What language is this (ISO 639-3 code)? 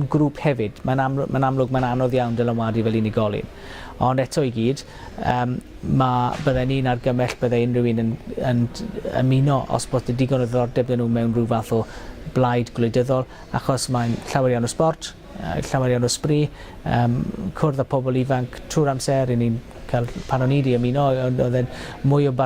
cym